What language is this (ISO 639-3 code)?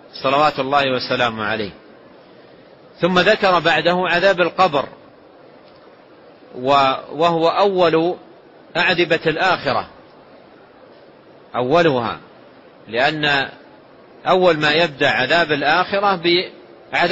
ara